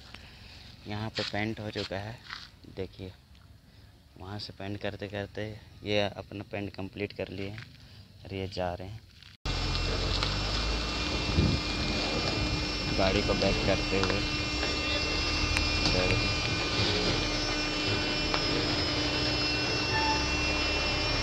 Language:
Hindi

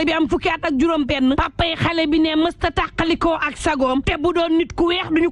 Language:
Wolof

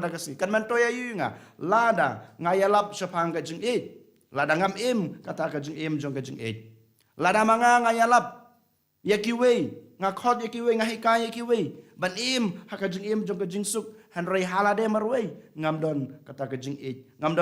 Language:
Khasi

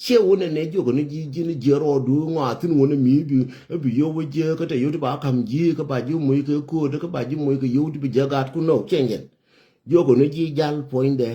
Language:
Nuer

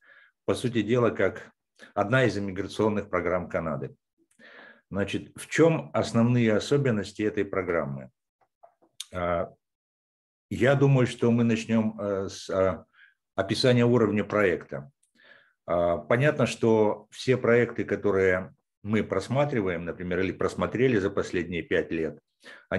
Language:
Russian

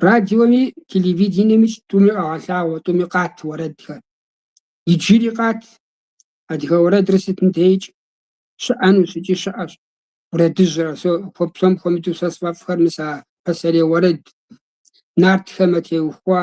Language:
Kabardian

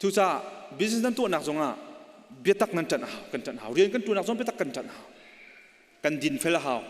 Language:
Hakha Chin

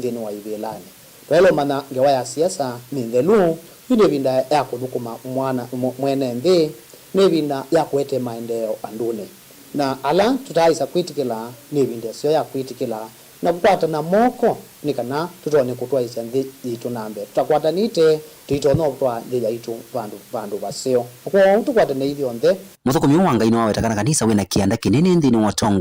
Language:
Kamba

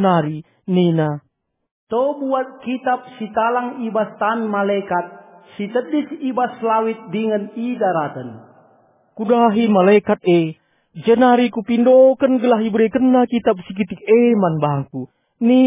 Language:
Batak Karo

